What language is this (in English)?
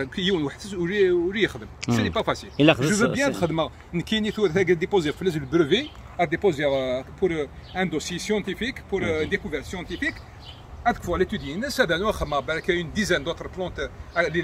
Kabyle